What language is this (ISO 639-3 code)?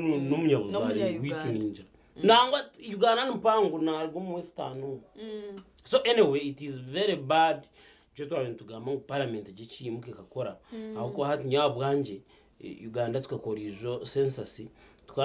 nyn